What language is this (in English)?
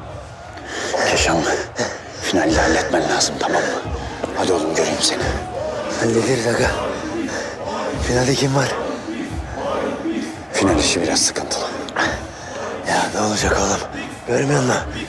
Turkish